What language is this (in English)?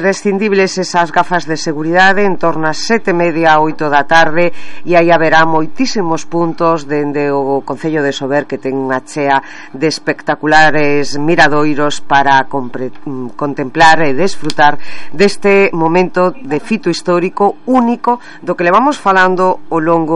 Galician